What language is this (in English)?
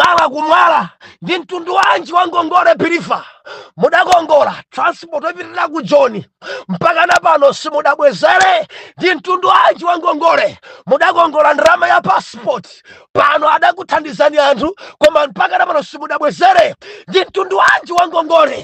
Nyanja